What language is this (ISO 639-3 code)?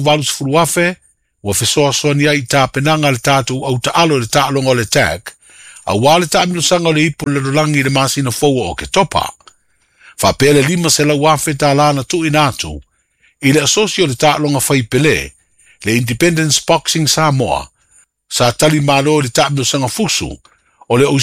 smo